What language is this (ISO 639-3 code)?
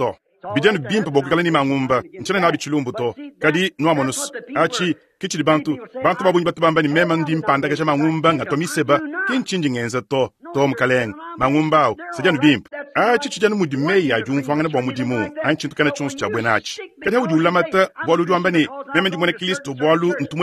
lua